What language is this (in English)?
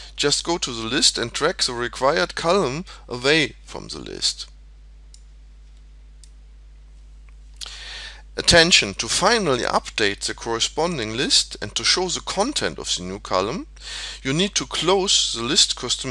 English